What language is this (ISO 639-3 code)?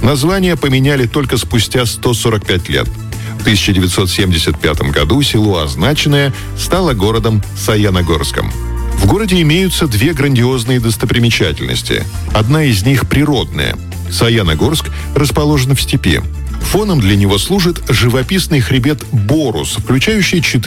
rus